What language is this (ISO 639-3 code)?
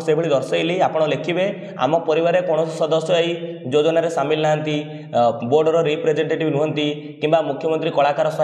ori